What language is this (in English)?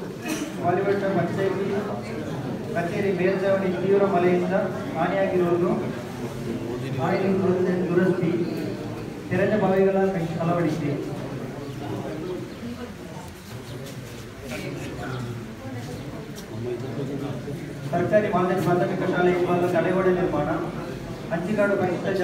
Kannada